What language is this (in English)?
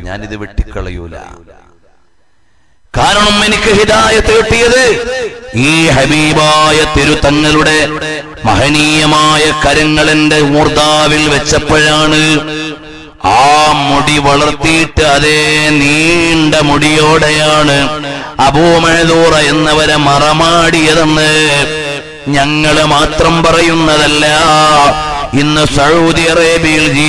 Malayalam